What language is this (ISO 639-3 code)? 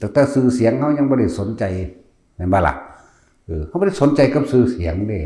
tts